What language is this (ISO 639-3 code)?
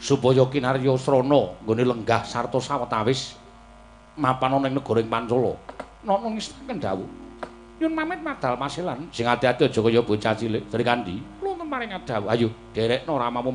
jav